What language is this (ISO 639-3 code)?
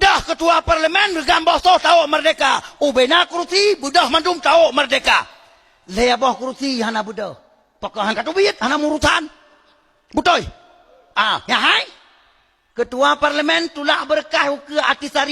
ace